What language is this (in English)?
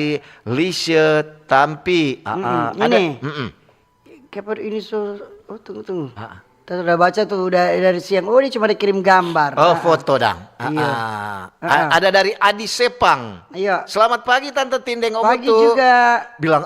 Manado Malay